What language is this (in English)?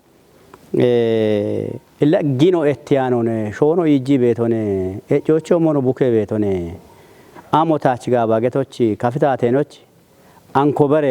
Kafa